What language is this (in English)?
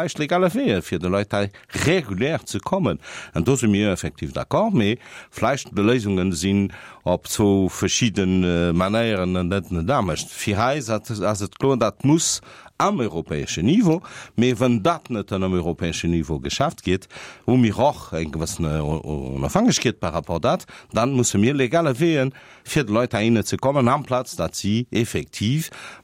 Luxembourgish